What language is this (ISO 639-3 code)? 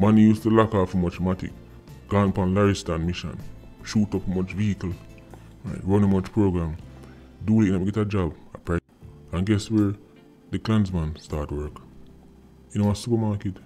jam